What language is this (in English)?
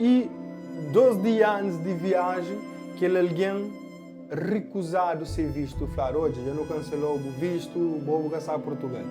Kabuverdianu